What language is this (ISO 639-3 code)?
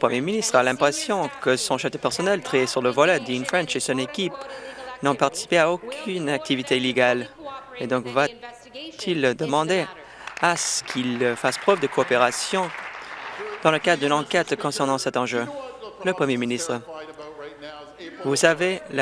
fra